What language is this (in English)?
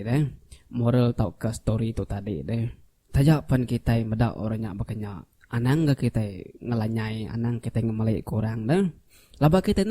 Iban